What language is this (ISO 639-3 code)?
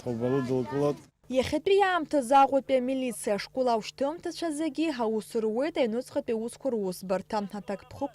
abk